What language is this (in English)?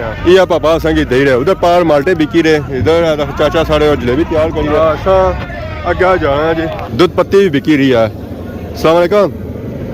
Pahari-Potwari